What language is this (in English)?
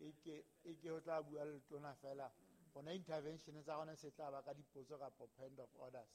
Southern Sotho